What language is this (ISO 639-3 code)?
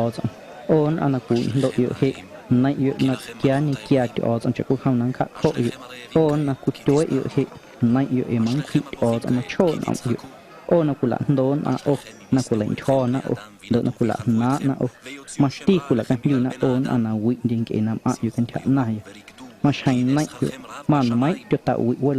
amu